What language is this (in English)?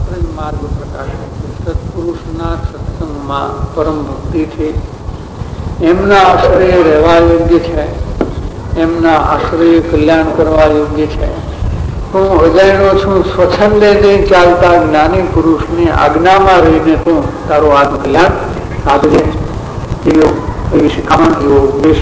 Gujarati